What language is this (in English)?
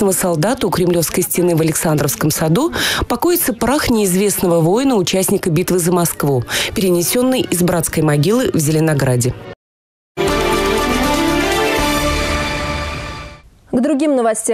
Russian